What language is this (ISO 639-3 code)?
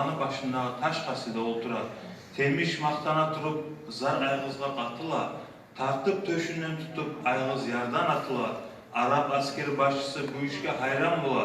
kum